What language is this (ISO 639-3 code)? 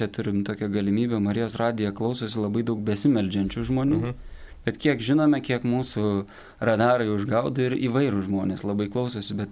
lit